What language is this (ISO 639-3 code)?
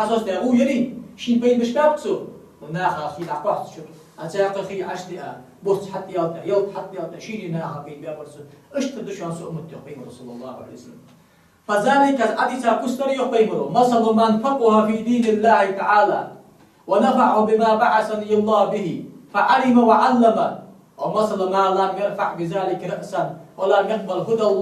inh